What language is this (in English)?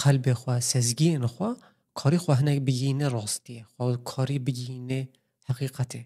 Kurdish